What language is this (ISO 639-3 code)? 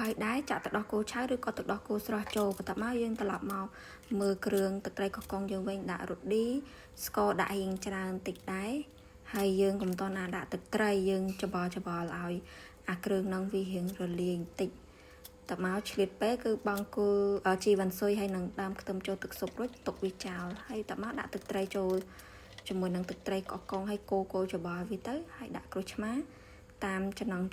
khm